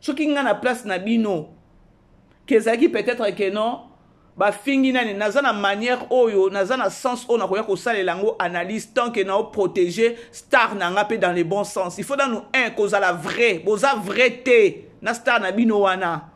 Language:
Lingala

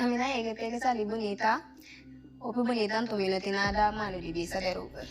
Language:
Papiamento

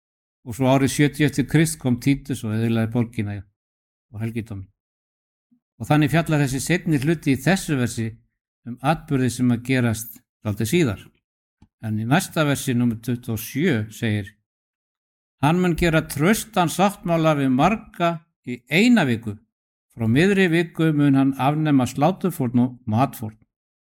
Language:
Icelandic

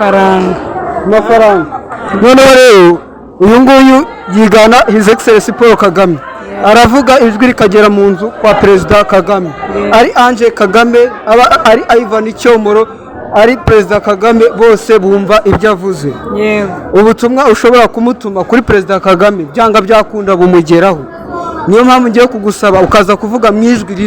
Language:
Kinyarwanda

